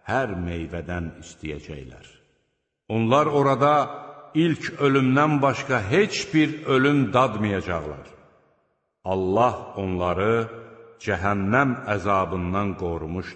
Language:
Azerbaijani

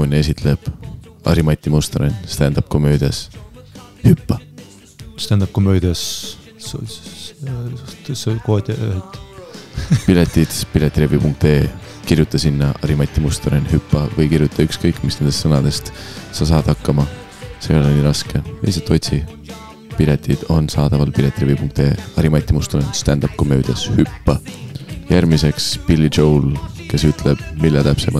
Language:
Estonian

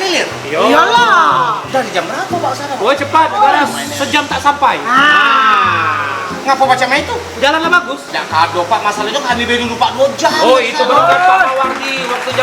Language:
Musi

